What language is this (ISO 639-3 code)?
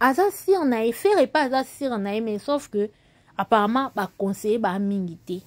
lin